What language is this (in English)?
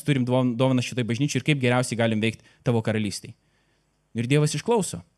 Lithuanian